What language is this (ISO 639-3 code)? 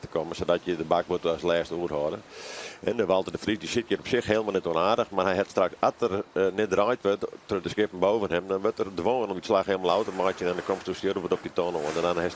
fry